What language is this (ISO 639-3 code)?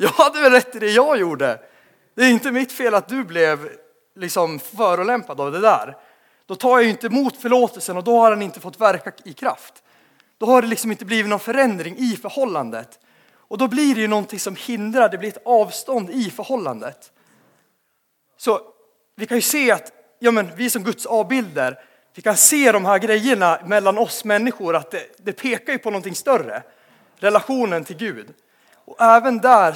swe